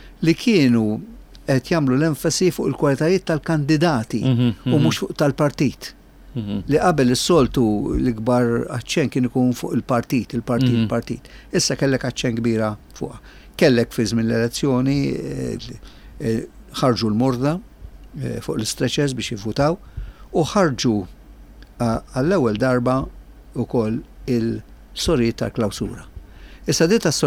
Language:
Maltese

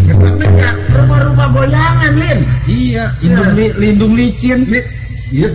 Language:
Betawi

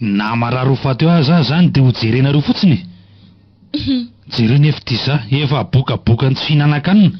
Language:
Malagasy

